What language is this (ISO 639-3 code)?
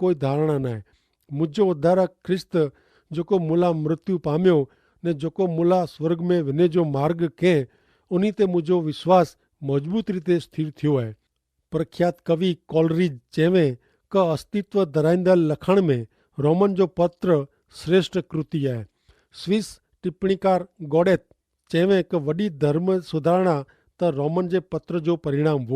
kfr